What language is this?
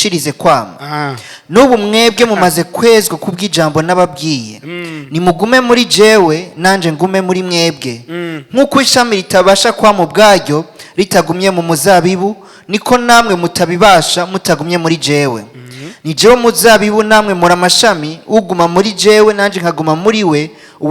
Rundi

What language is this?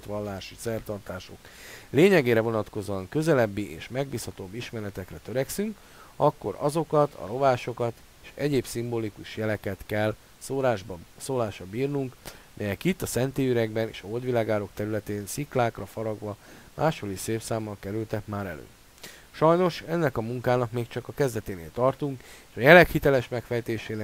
Hungarian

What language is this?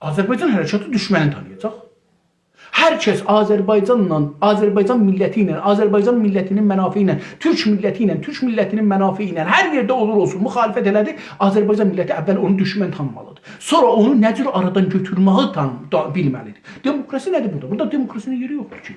South Azerbaijani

